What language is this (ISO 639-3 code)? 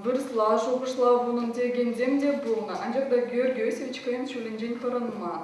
chv